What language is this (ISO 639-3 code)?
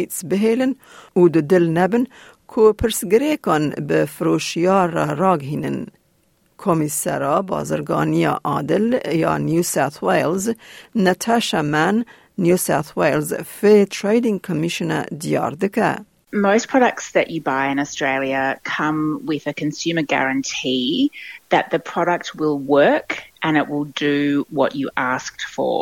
kur